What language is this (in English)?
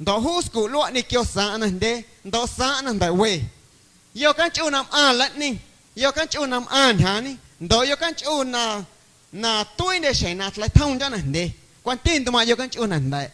Guerrero Amuzgo